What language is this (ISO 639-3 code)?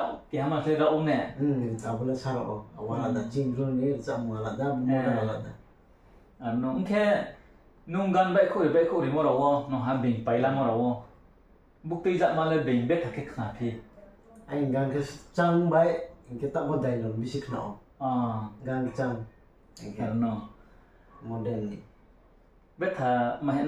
ria